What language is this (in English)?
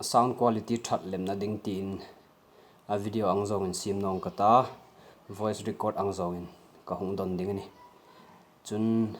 Hmar